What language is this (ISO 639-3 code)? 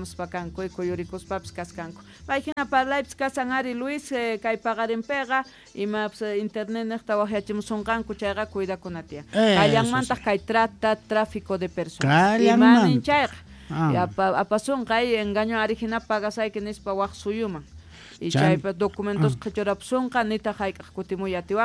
que